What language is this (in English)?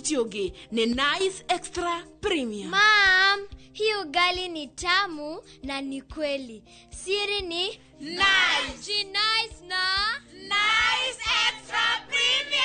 Kikuyu